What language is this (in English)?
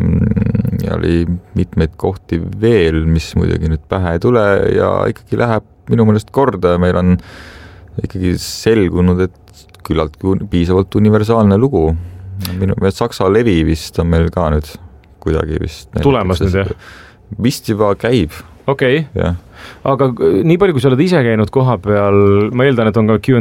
Estonian